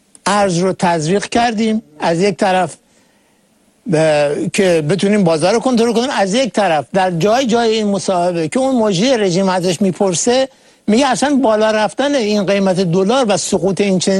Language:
Persian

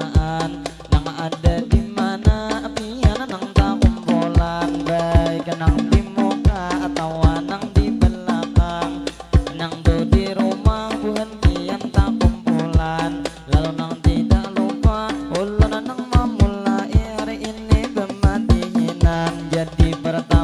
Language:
Banjar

